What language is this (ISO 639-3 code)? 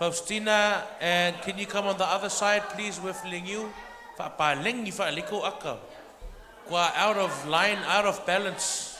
smo